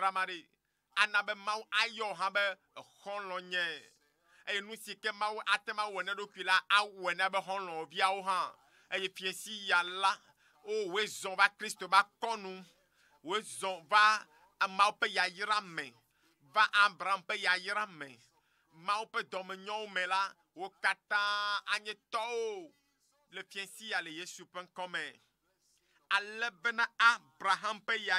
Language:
Ewe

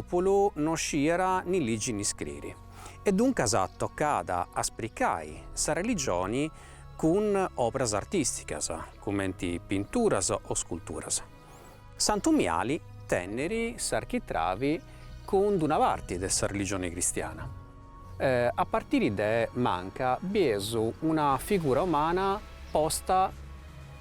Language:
Sardinian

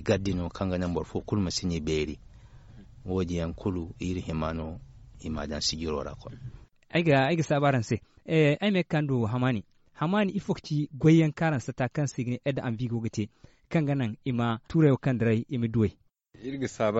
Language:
Zarma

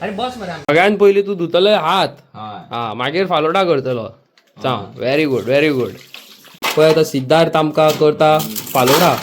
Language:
Konkani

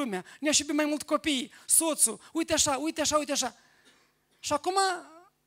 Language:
Romanian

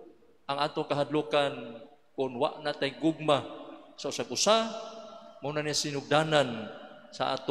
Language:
Cebuano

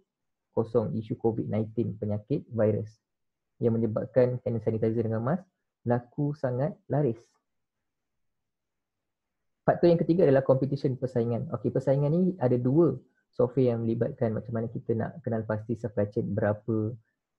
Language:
Malay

